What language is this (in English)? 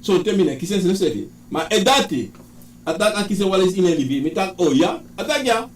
Sranan Tongo